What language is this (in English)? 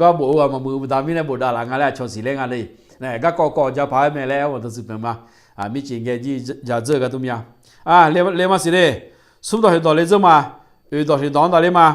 Akha